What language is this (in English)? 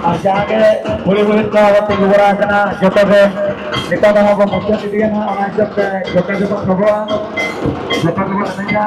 Santali